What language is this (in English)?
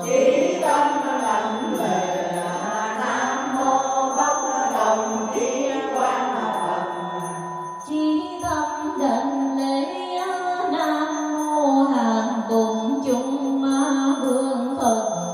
Vietnamese